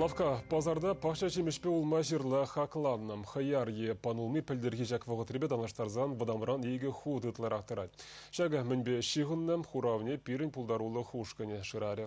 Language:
Chuvash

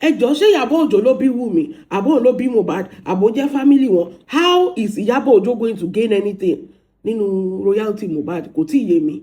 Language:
Yoruba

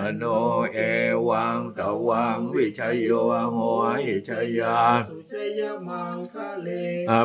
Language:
Pali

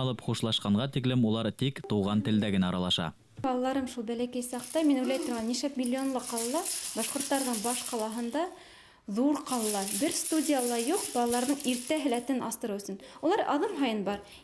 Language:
Bashkir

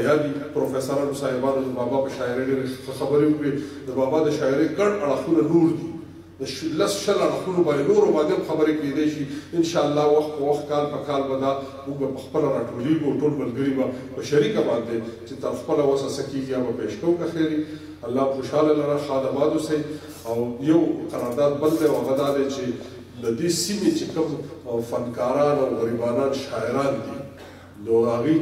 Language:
Pashto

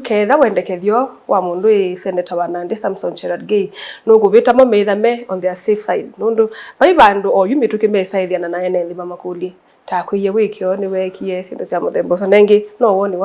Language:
Kamba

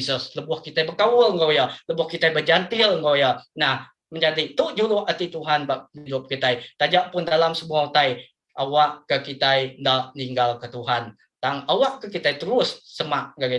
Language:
Iban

